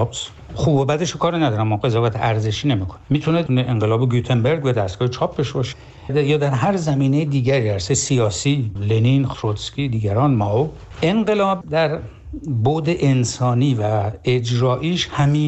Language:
Persian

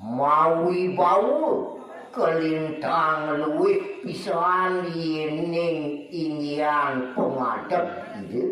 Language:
Balinese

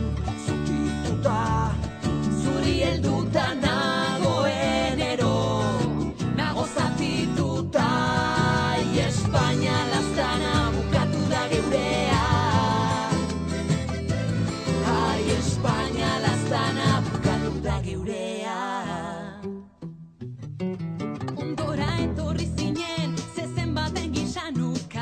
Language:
Basque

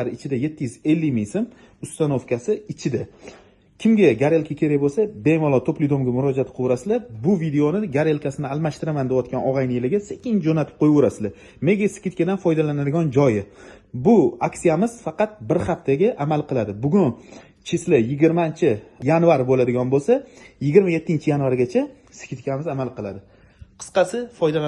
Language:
Uzbek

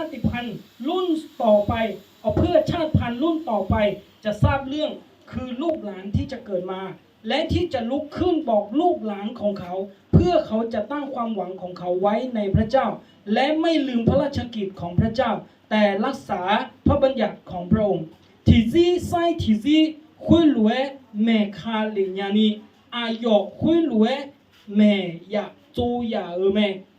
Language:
Akha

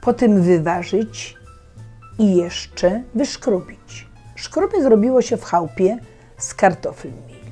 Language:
Silesian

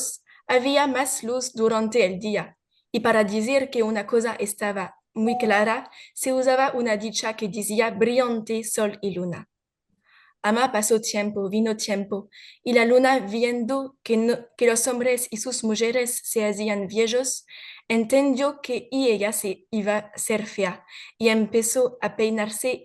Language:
Ladino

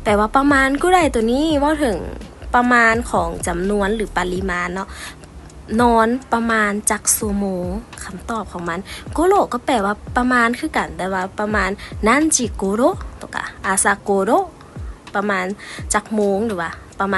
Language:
Lao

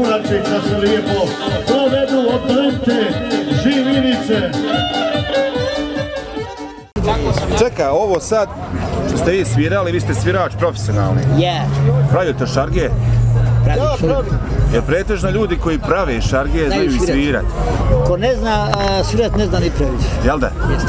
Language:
Bosnian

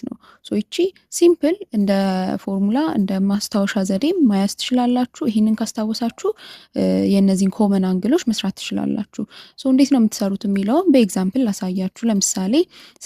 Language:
Amharic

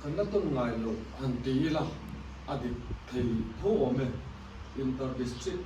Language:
Mizo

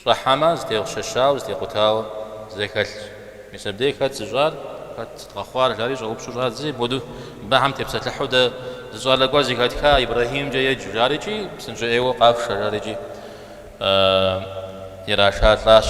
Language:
Kabardian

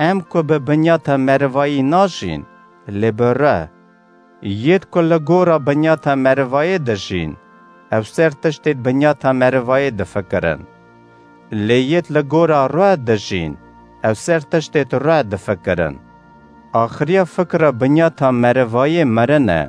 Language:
Kurdish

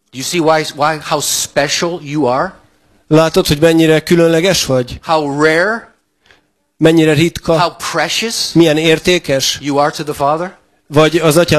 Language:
Hungarian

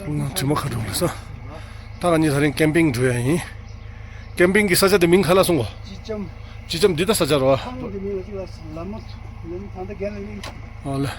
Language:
Tibetan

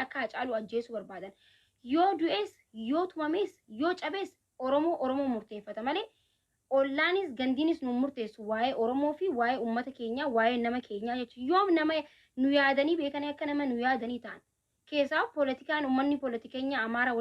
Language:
Oromo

